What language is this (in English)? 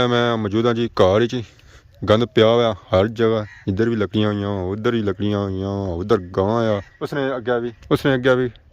Pahari-Potwari